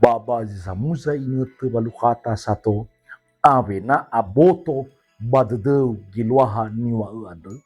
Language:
Nias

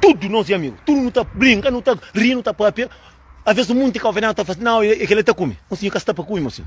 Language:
Kabuverdianu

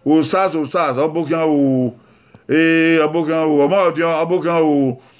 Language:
Bini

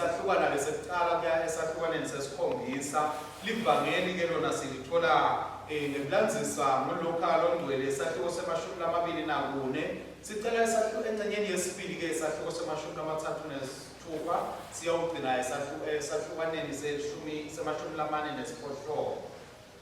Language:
Swati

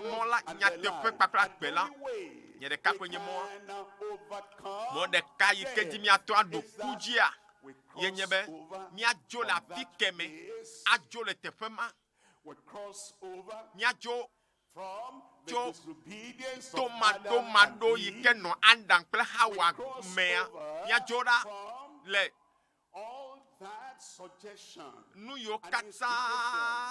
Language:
Ewe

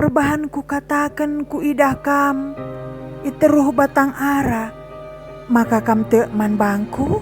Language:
Batak Karo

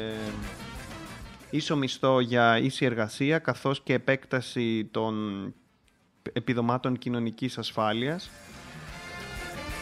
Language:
Greek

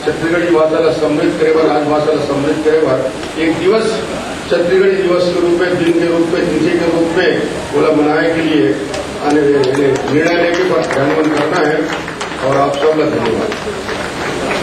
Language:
Chhattisgarhi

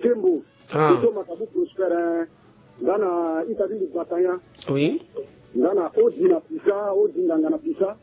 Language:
Sango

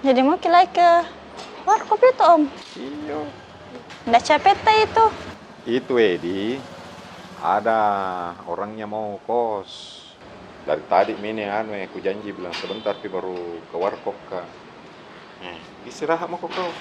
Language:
Makassar Malay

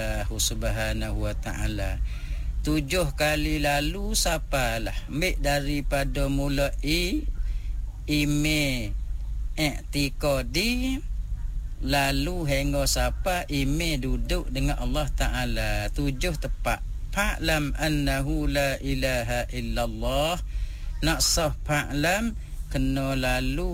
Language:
Malay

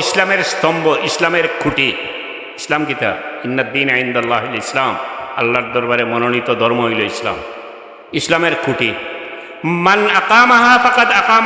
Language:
Sylheti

